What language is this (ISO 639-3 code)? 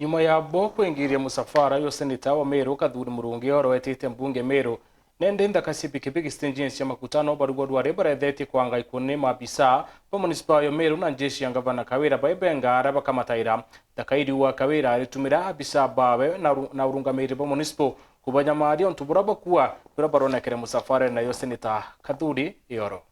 mer